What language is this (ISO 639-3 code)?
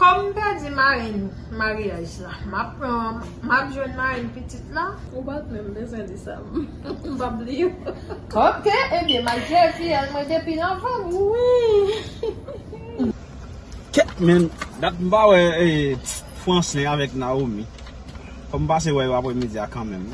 hat